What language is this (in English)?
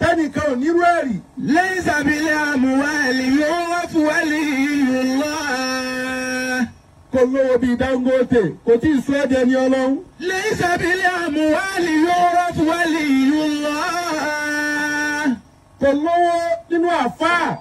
Yoruba